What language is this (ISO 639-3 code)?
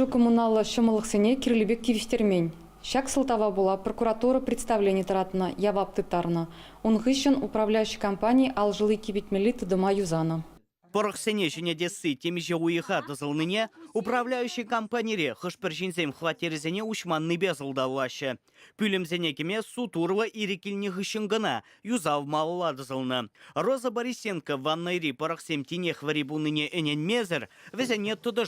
chv